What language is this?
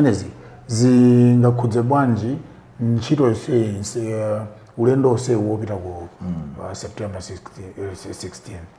Nyanja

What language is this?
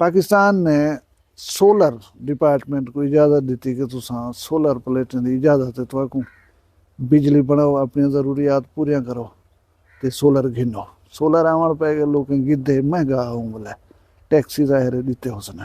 Saraiki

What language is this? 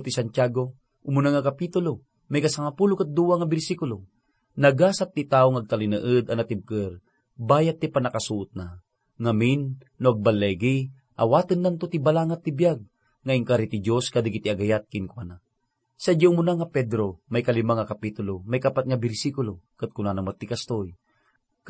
Iloko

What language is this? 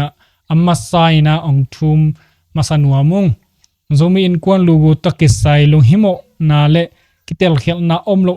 Tedim Chin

